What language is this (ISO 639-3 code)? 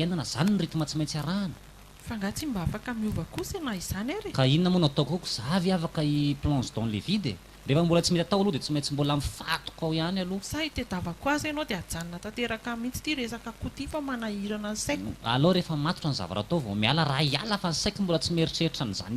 mlg